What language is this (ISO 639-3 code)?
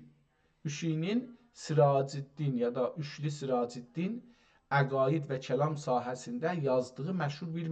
azb